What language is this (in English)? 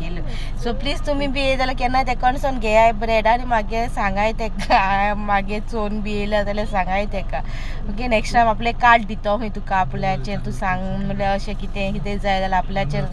Konkani